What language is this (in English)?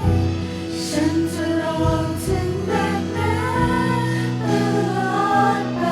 Lahu